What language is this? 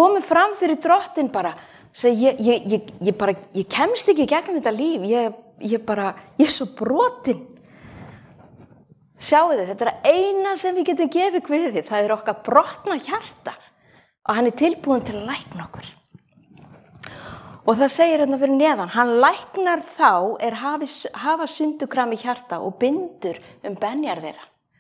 Icelandic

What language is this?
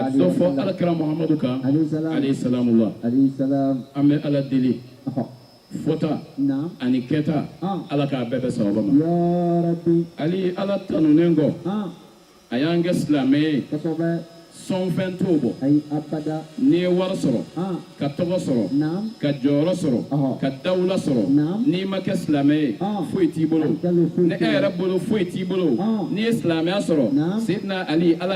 Bambara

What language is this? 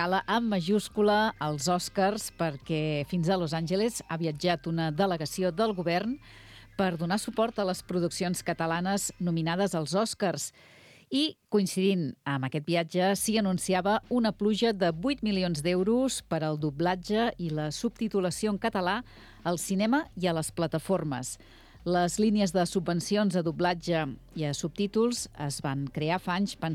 Catalan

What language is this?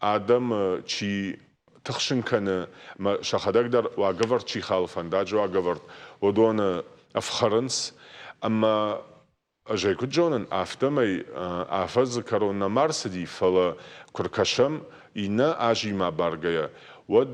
Ossetic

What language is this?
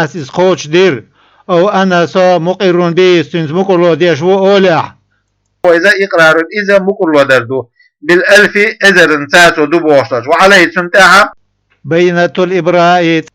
Chechen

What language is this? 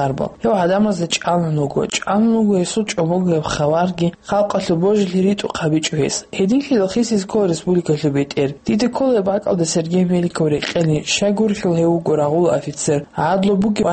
Avaric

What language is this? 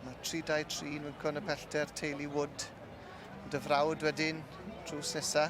Welsh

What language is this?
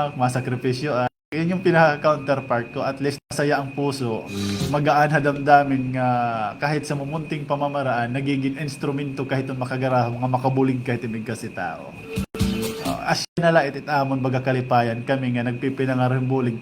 Waray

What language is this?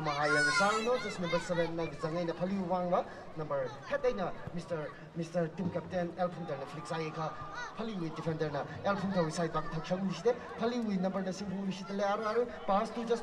Tangkhul Naga (India)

